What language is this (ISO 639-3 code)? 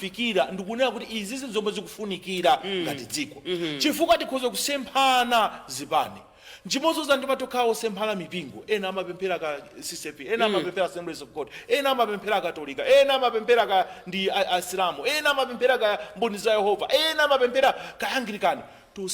nya